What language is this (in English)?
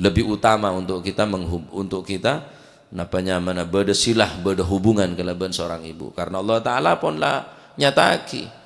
Madurese